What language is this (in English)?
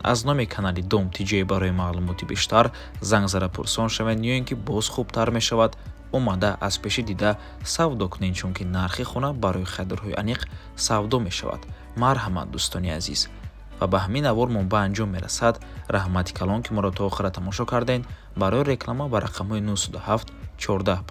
Tajik